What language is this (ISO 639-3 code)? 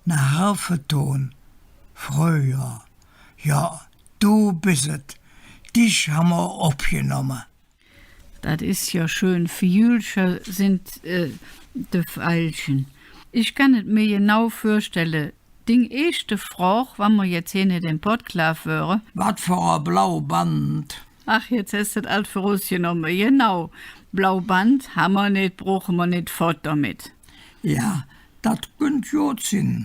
ksh